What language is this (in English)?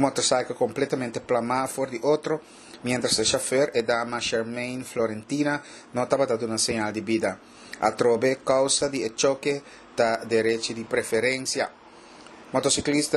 Papiamento